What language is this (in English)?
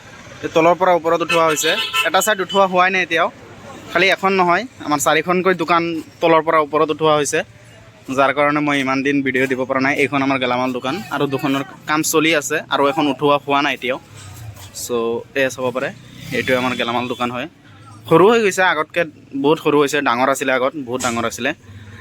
Assamese